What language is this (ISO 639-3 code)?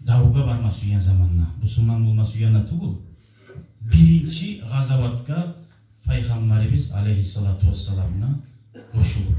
kum